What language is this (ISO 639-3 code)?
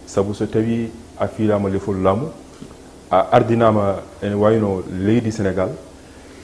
ful